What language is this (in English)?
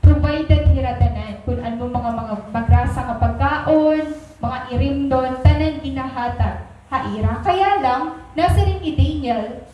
Waray